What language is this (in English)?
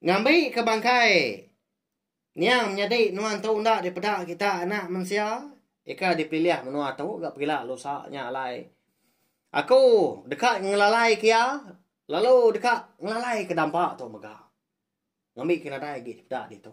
Iban